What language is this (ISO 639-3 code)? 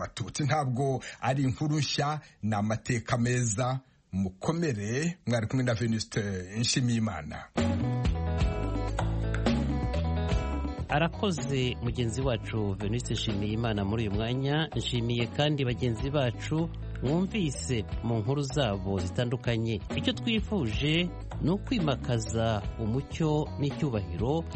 kin